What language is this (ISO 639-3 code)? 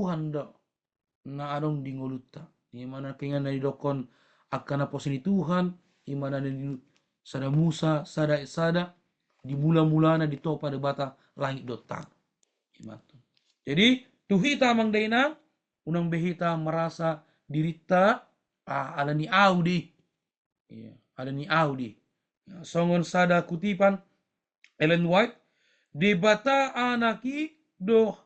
bbc